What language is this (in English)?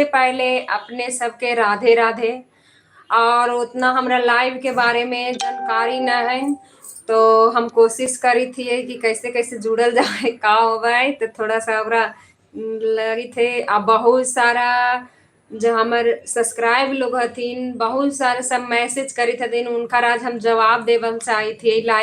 Magahi